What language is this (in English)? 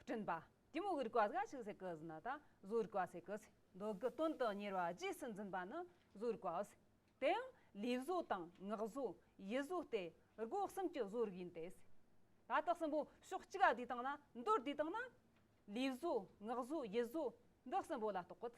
Amdo Tibetan